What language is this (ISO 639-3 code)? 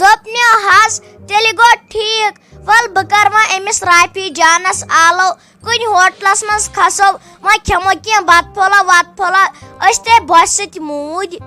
kas